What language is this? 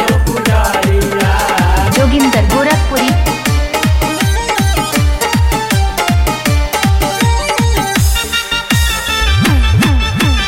Bhojpuri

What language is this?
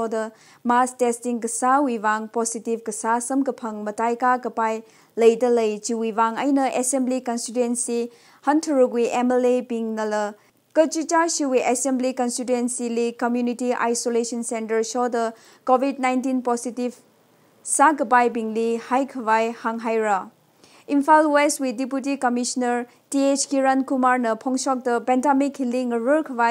Tangkhul Naga (India)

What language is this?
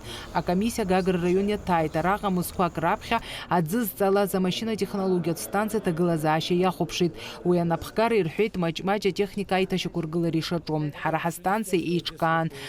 Abkhazian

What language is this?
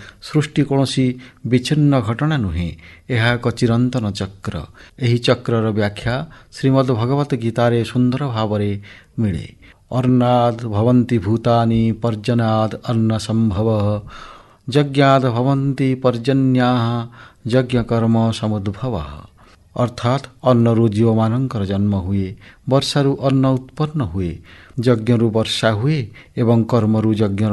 Odia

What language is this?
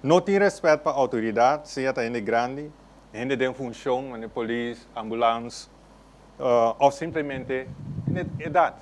Papiamento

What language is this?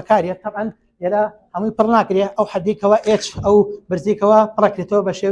Central Kurdish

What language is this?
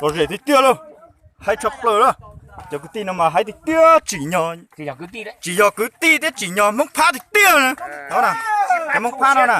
Hmong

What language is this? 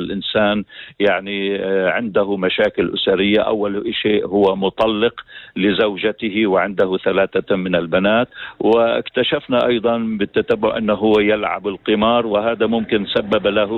North Levantine Arabic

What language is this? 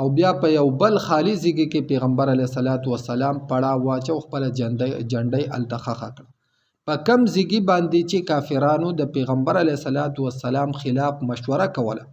Pashto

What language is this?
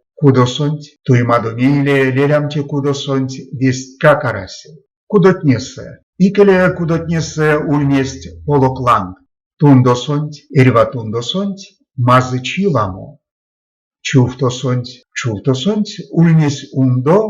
Erzya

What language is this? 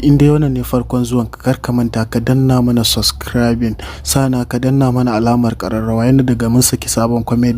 Hausa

